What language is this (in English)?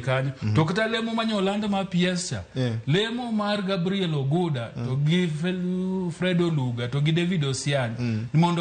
Luo (Kenya and Tanzania)